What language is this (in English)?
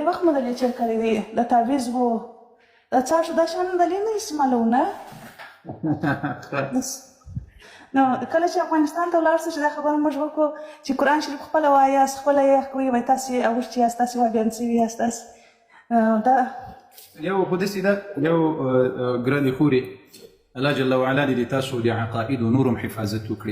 Pashto